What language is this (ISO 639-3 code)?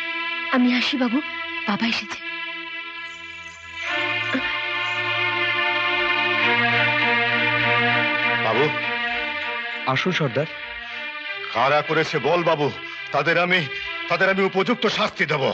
ben